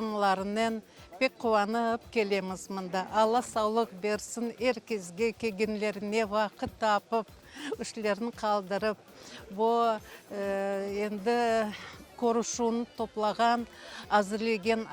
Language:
Crimean Tatar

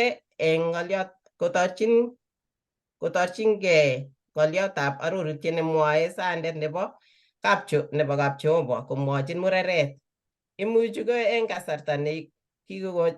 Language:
Kalenjin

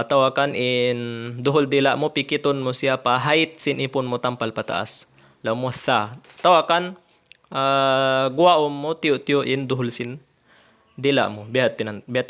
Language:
Tausug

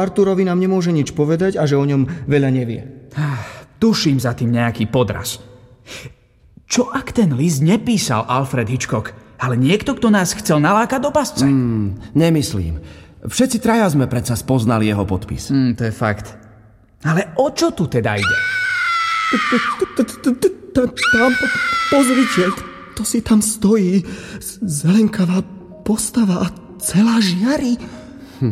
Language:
Slovak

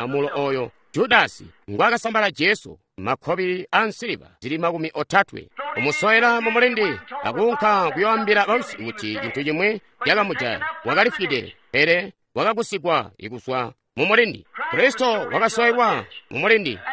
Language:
Tonga (Zambia)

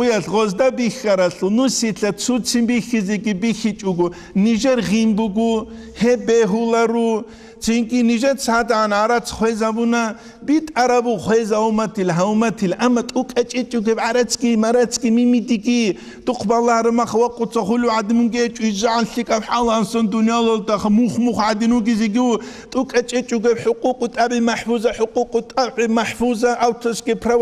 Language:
Avaric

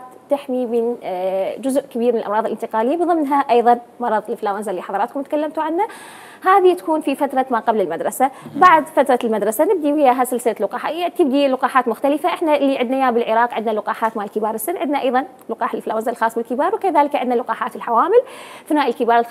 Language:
Mesopotamian Arabic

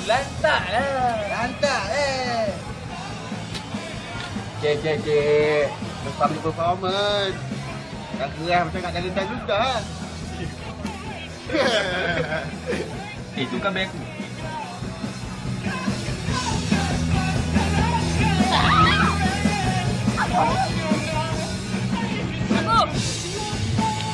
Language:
Malay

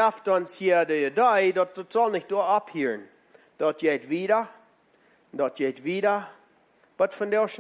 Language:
Plautdietsch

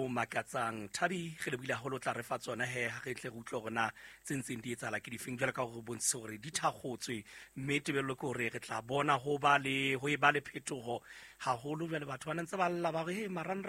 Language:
Southern Sotho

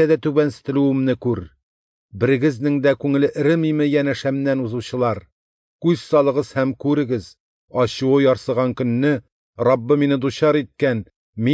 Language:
Tatar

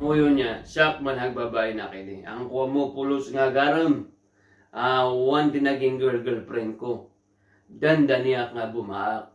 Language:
Iloko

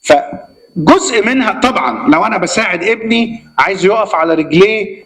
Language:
Egyptian Arabic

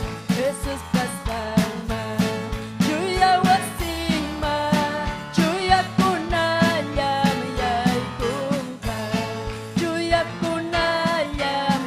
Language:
Ayacucho Quechua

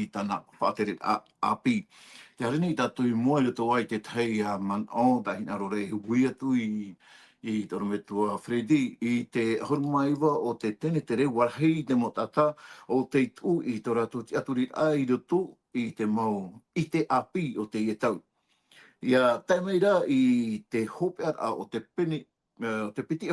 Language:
Tahitian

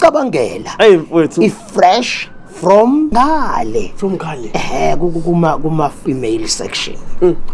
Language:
Zulu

